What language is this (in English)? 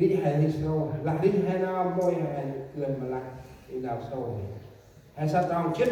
Central Mnong